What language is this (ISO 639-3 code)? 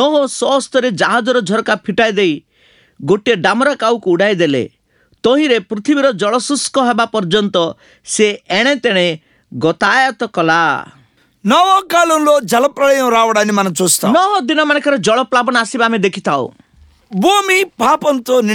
ori